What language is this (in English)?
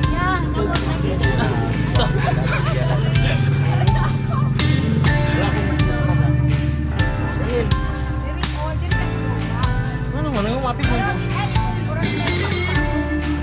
Filipino